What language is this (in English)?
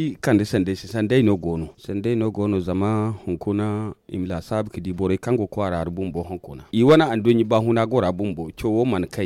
Zarma